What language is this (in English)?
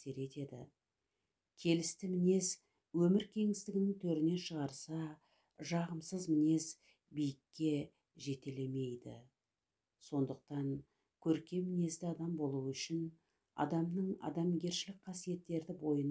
Kazakh